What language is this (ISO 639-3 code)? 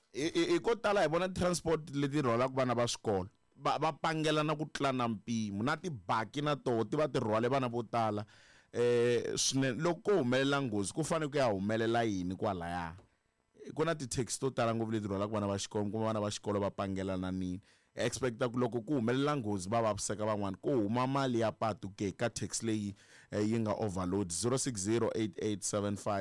tso